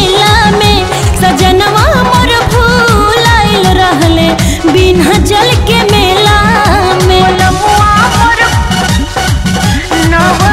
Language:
Bhojpuri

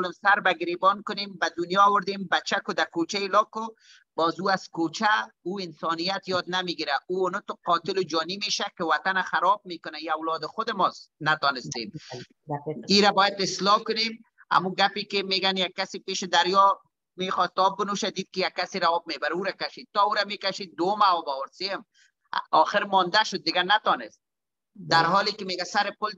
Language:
Persian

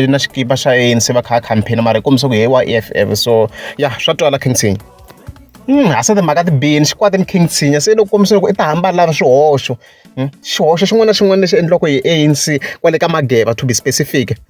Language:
Tsonga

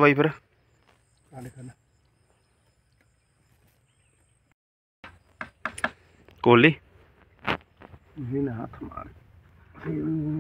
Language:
Punjabi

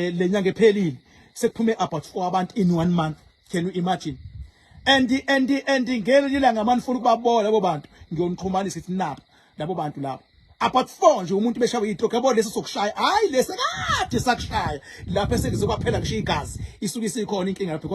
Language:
Zulu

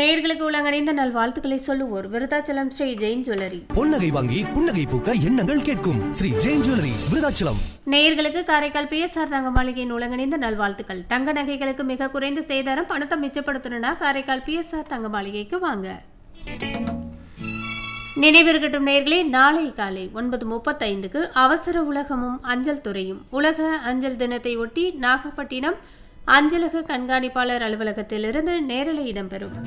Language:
Tamil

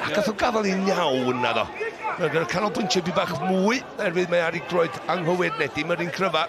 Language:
Welsh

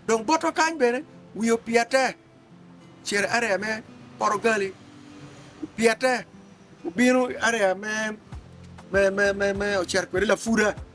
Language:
Acoli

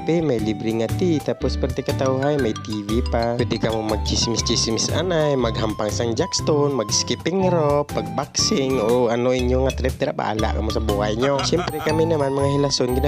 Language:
Hiligaynon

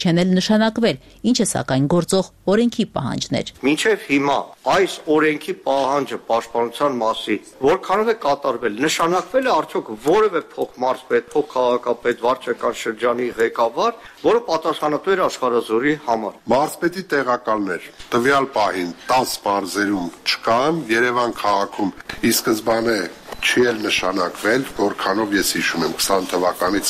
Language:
Armenian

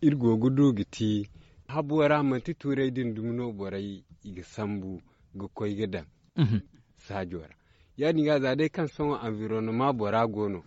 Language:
Zarma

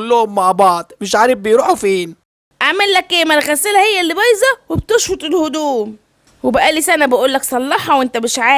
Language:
Egyptian Arabic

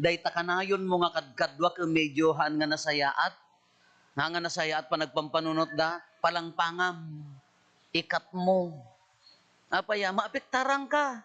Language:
Iloko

